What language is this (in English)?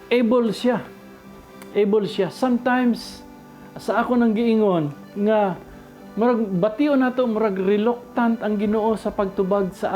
Cebuano